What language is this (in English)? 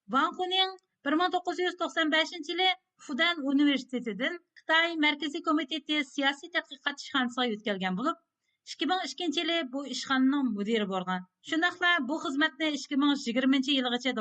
Uyghur